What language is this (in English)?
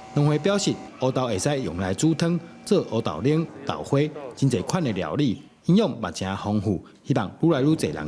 Min Nan Chinese